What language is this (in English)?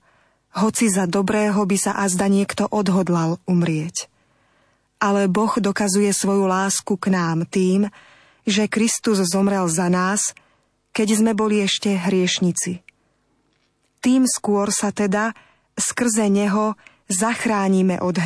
Slovak